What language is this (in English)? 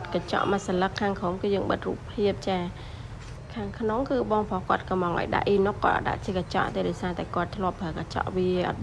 Khmer